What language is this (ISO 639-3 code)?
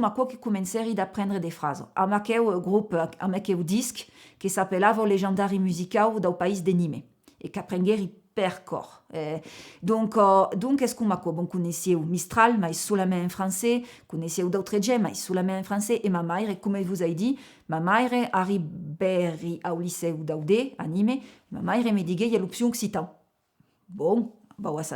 oci